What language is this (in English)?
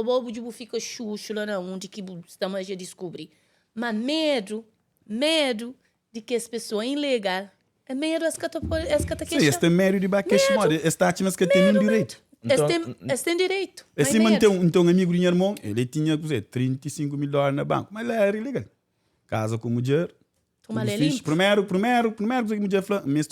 Kabuverdianu